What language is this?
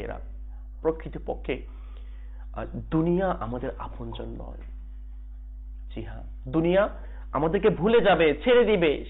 Bangla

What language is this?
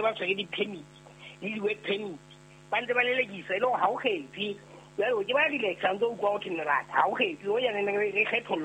Southern Sotho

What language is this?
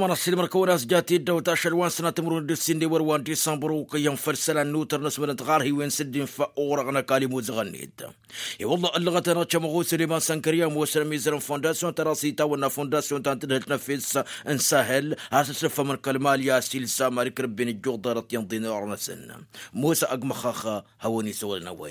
Tamasheq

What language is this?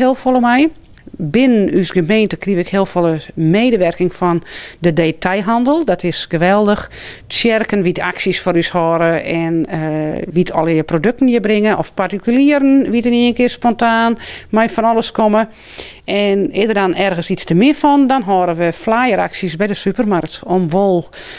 Western Frisian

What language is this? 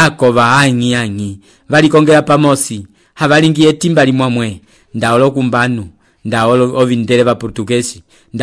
Umbundu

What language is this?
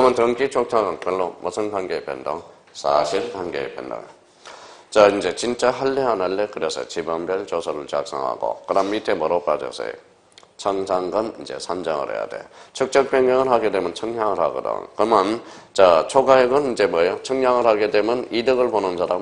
Korean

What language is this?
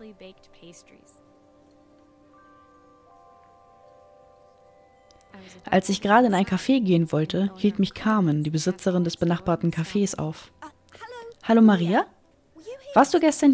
German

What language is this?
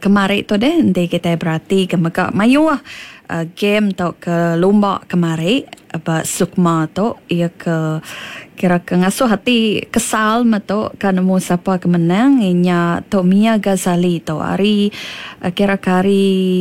Iban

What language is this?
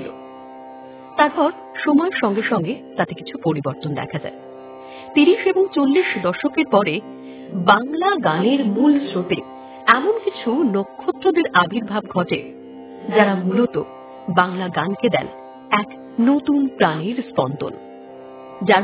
Bangla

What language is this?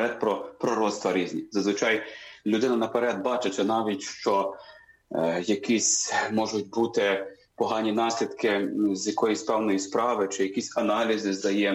Ukrainian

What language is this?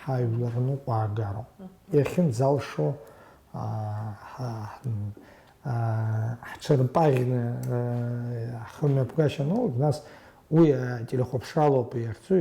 Abkhazian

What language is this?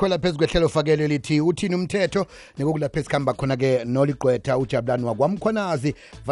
South Ndebele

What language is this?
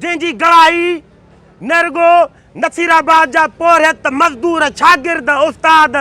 Sindhi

